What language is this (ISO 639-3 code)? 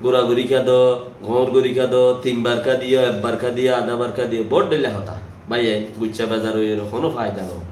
rhg